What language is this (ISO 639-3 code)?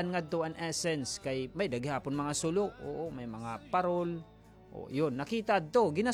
war